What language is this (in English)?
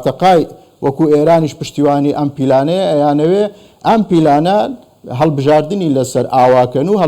Central Kurdish